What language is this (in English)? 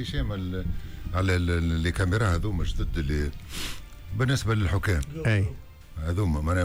Tunisian Arabic